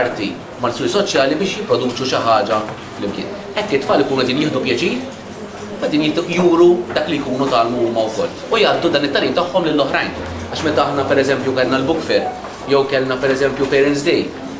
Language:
Maltese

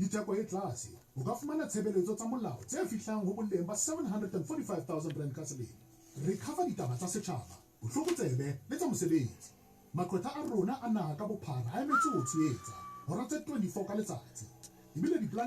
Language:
Southern Sotho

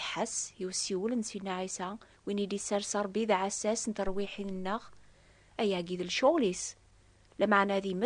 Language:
Kabyle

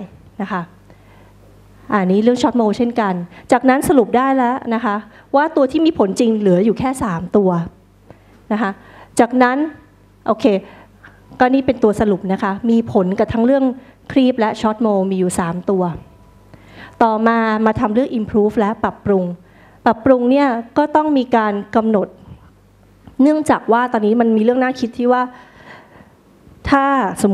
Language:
Thai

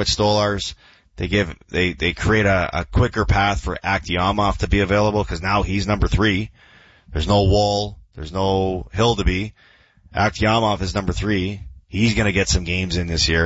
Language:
English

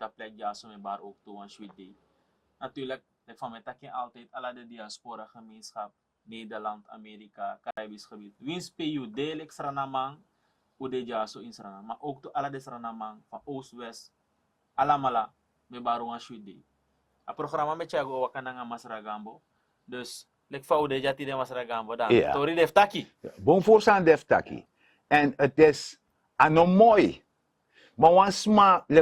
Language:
Sranan Tongo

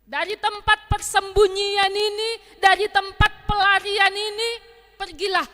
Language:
Batak Simalungun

